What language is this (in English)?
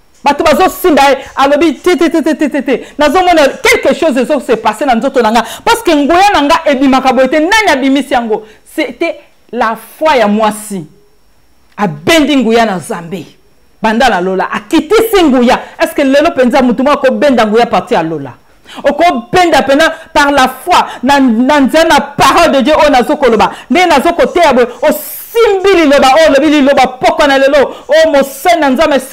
Lingala